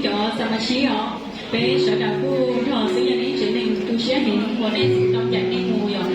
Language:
Hmong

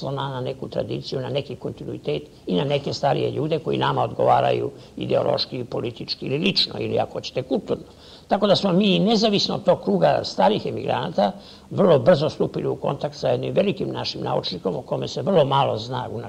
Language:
Serbian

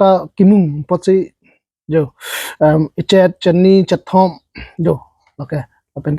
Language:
Karbi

